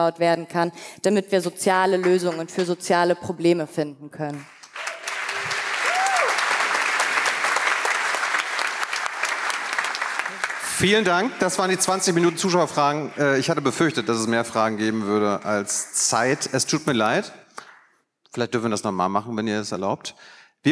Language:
German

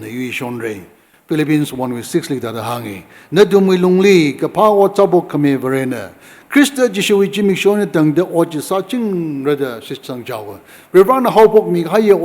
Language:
Tangkhul Naga (India)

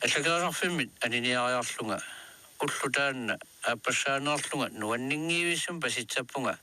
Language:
Kalaallisut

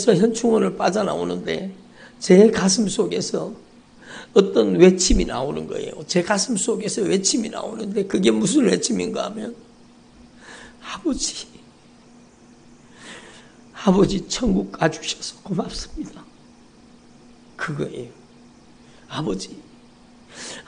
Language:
Korean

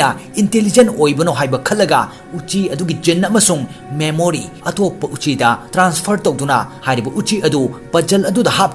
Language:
Manipuri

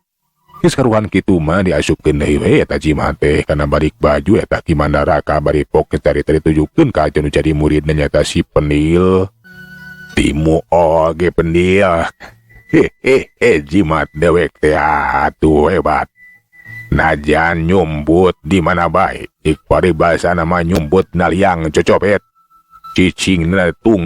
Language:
Sundanese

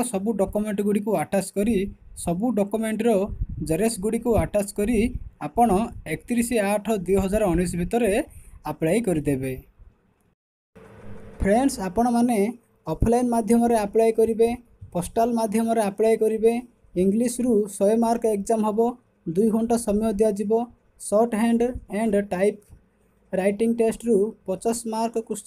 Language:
Odia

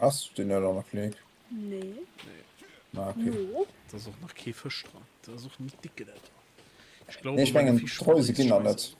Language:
Luxembourgish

